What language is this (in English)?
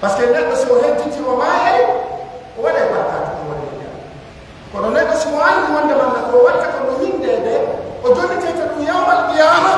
Pular